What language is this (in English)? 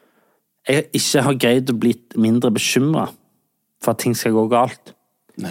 Norwegian